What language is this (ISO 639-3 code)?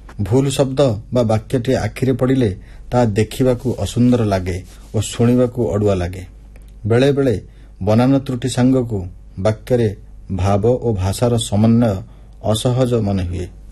ori